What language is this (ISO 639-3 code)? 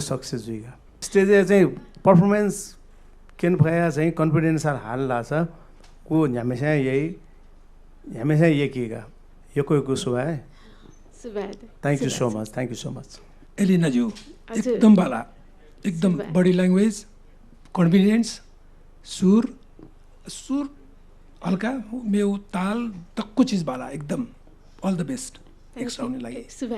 new